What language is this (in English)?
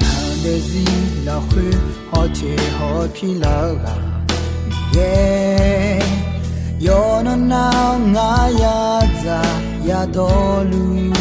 Akha